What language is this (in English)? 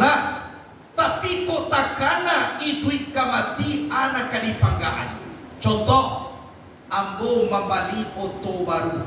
Minangkabau